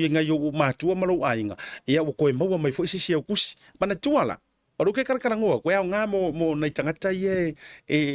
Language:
Samoan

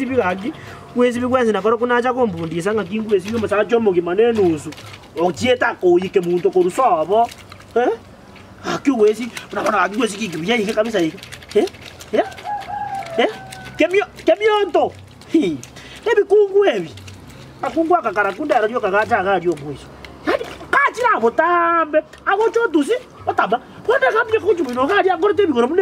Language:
Gusii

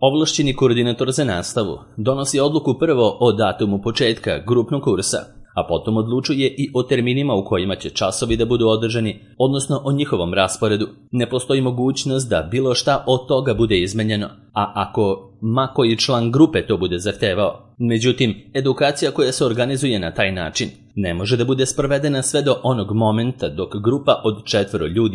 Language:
Serbian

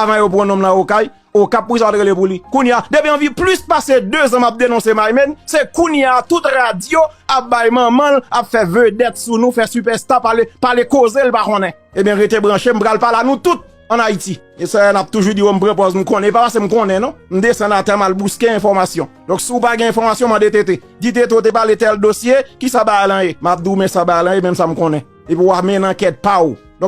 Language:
Haitian Creole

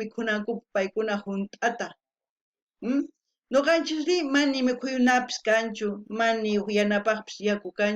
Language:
South Bolivian Quechua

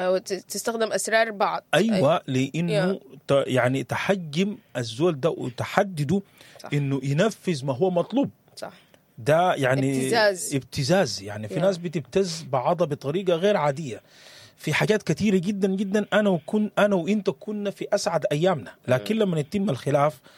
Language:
Sudanese Arabic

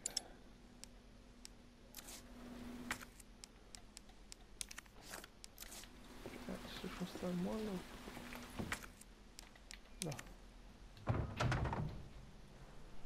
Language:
Bulgarian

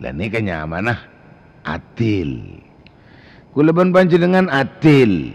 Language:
Madurese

